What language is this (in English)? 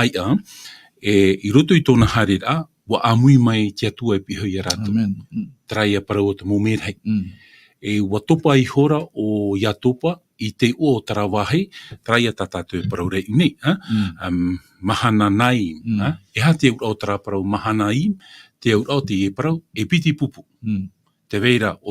Tahitian